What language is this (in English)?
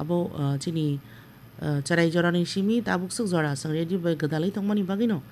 Kok Borok